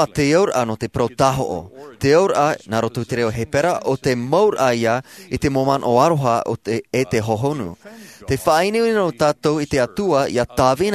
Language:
Tahitian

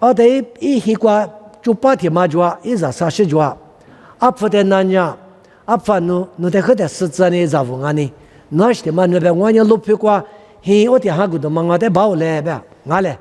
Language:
Lisu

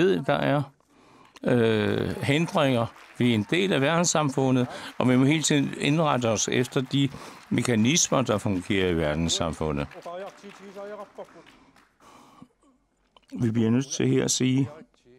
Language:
Danish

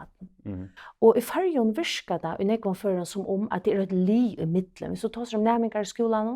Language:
Faroese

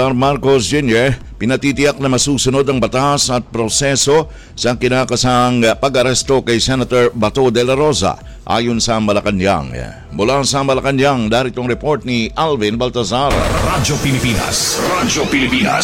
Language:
Filipino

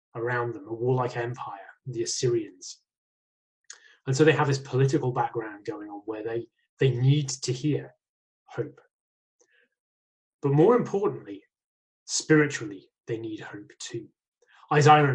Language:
English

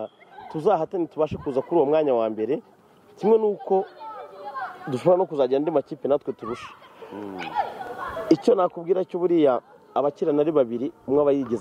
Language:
Kinyarwanda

